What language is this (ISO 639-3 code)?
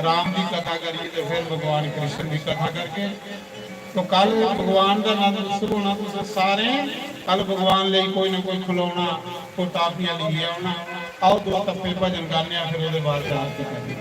doi